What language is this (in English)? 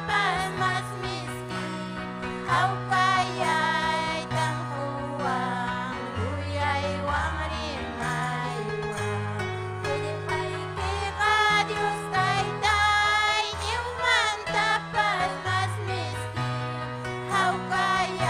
Ayacucho Quechua